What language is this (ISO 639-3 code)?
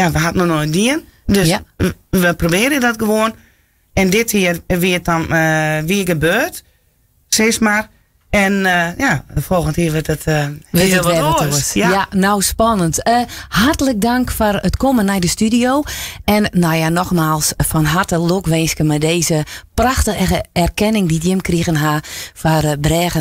fry